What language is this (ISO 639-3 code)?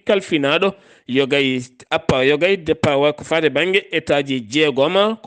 ful